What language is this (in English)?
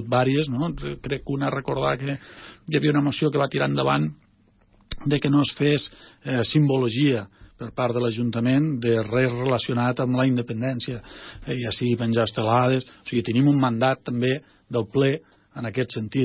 Catalan